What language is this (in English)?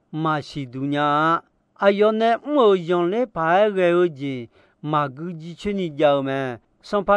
Akha